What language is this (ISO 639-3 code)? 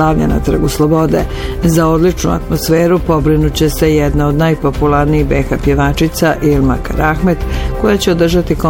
bos